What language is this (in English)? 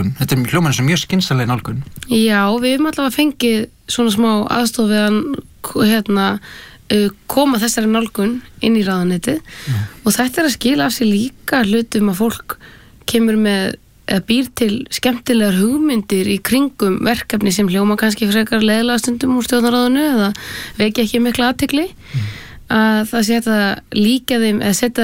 Icelandic